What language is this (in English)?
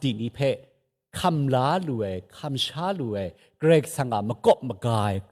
Kachin